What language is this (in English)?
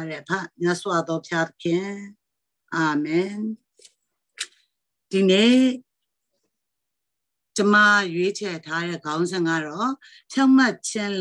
Burmese